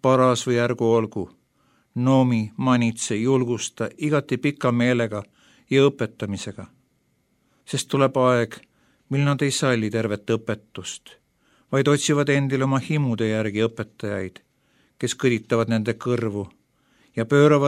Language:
Estonian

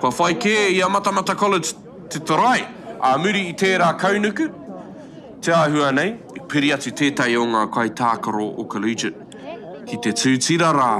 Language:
Māori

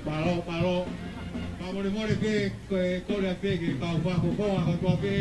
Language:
Tongan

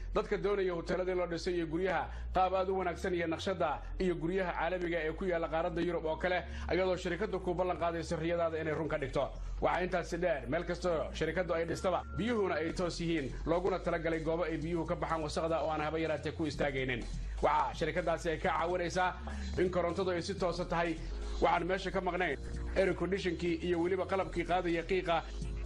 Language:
Somali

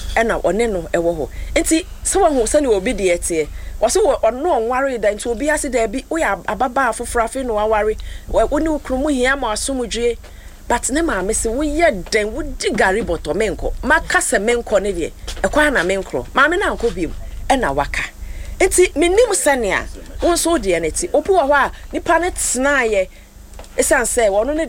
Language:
Akan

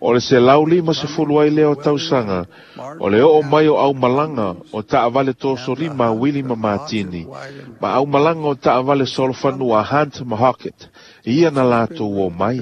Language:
Samoan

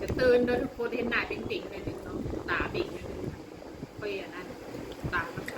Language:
Lao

